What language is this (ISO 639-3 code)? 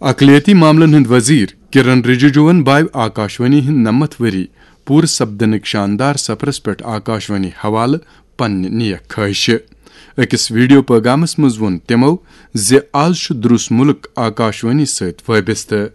kas